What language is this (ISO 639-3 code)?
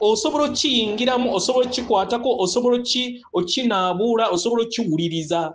lug